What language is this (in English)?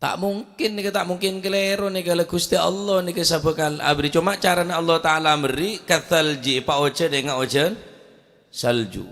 Madurese